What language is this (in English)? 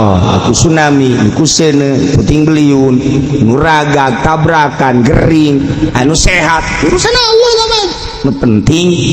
Sundanese